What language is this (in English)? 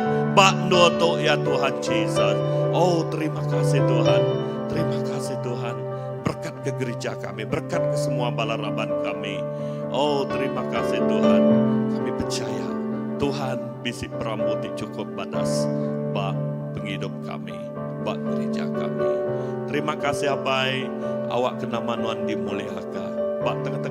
Iban